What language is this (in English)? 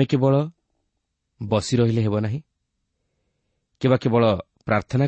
Odia